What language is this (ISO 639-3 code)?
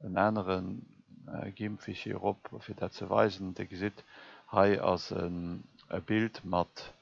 ltz